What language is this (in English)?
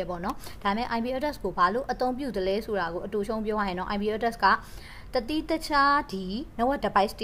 Burmese